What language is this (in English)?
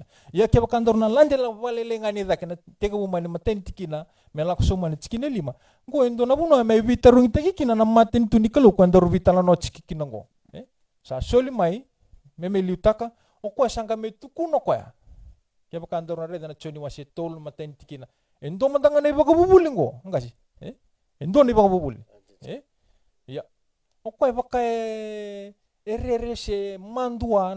Fijian